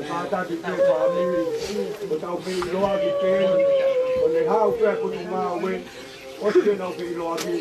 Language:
Tongan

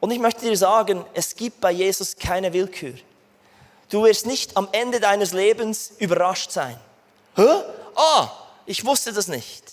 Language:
Swiss German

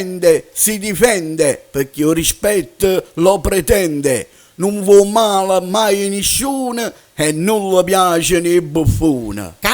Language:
Neapolitan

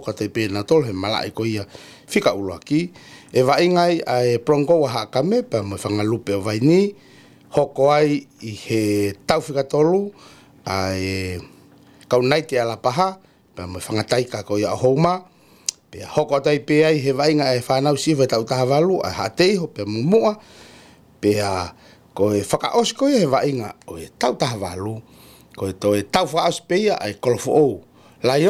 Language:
Tongan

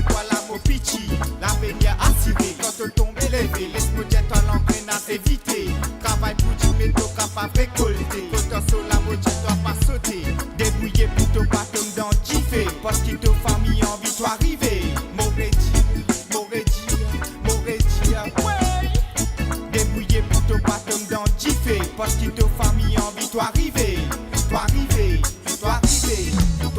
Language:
Morisyen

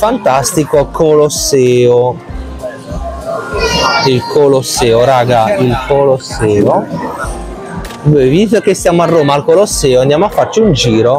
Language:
Italian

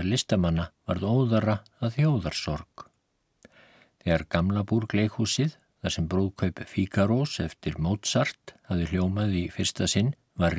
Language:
Icelandic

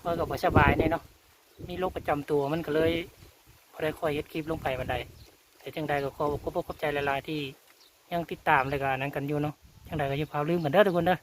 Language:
Lao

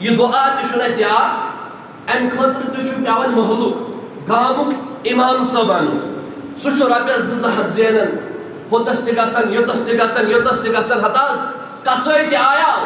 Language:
Kashmiri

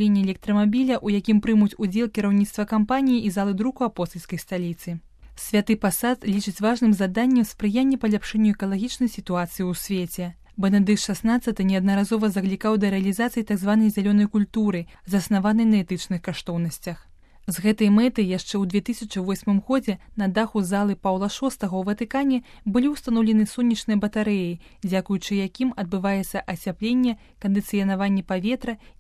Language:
Belarusian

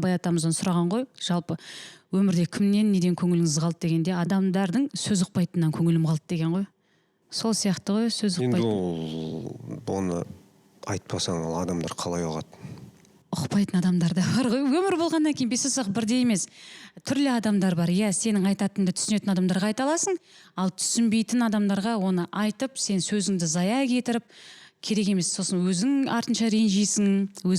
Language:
Kazakh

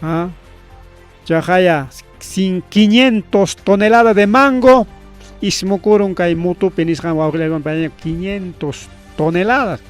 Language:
Ayacucho Quechua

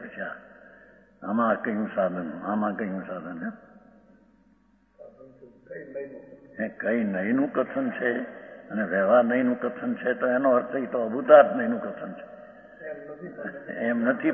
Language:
Gujarati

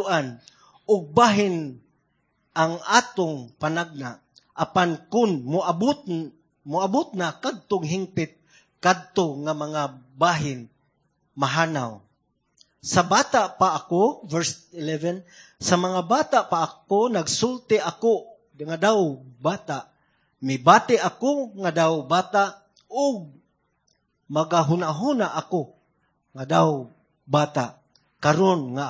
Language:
Cebuano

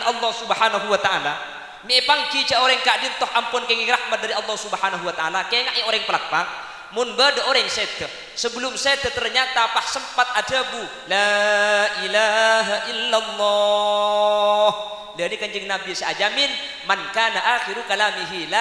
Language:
Madurese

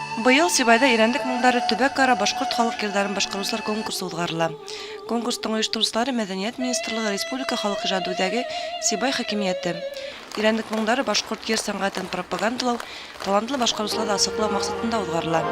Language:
Bashkir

